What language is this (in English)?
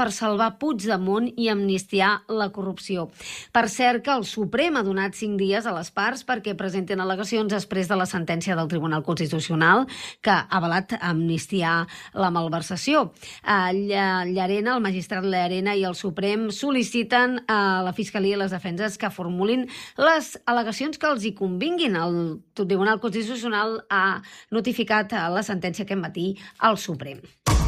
Catalan